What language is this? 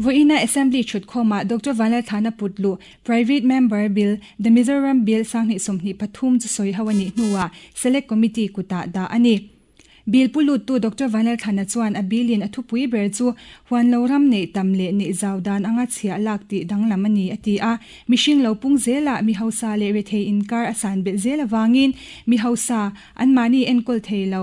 Mizo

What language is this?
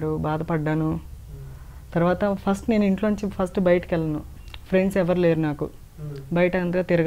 Telugu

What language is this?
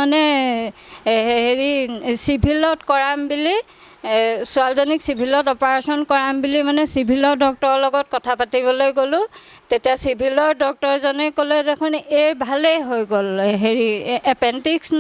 Assamese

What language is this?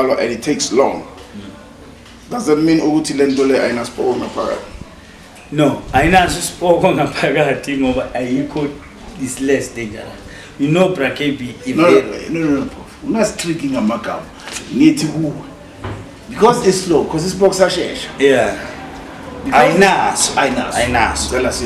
Zulu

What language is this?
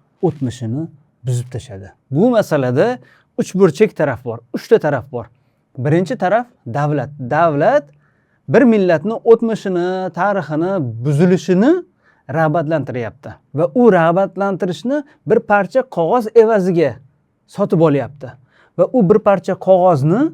Uzbek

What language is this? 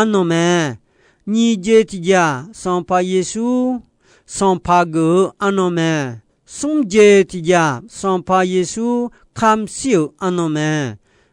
Akha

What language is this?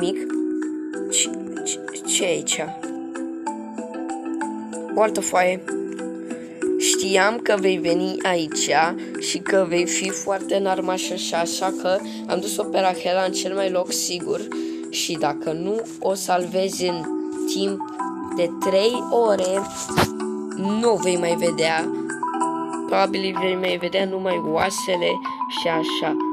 Romanian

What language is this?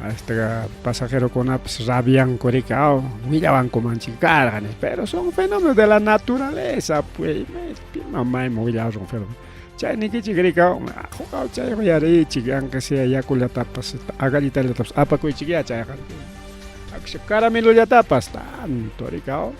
Ayacucho Quechua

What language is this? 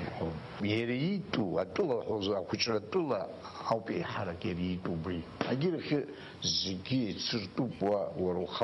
Abkhazian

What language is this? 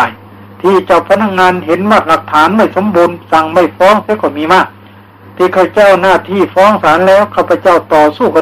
Thai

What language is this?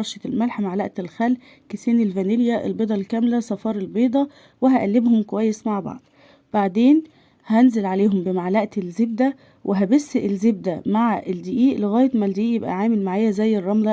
Egyptian Arabic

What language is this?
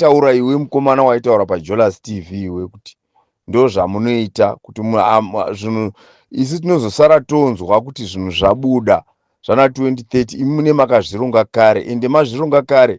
Shona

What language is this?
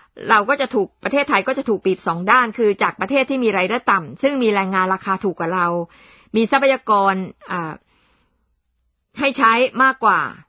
Thai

